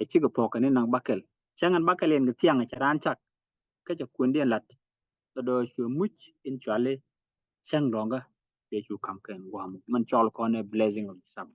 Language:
Nuer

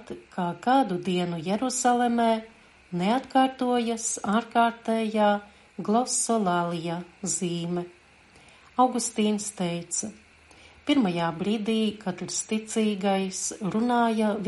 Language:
Latvian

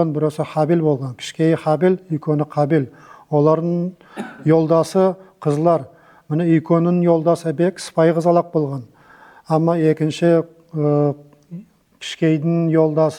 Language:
Nogai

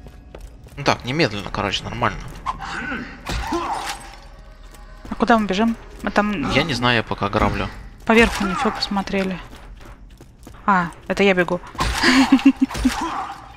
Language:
Russian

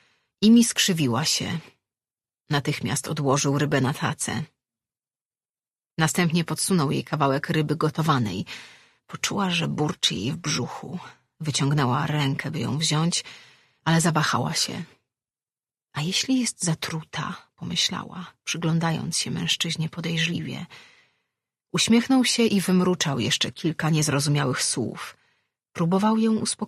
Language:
Polish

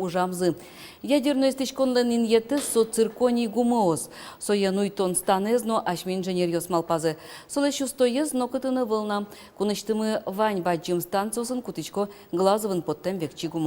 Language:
Udmurt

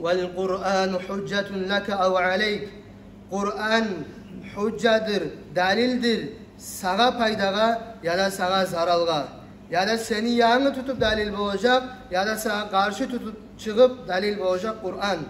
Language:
Kumyk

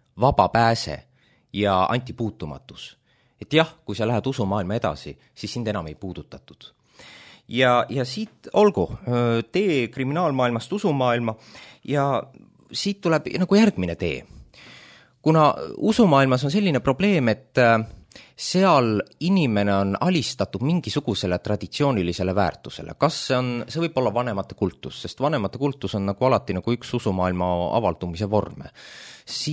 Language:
Estonian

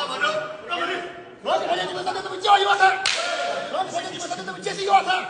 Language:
Tibetan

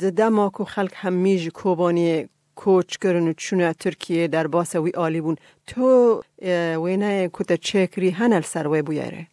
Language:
Kurdish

